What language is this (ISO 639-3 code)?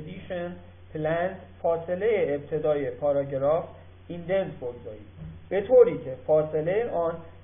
fas